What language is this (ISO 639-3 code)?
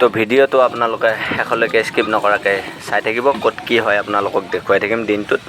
asm